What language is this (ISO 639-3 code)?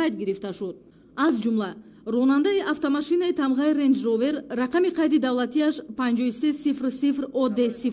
tgk